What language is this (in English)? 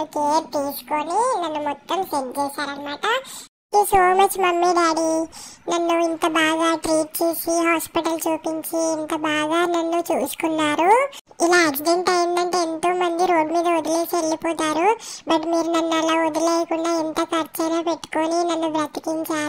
Telugu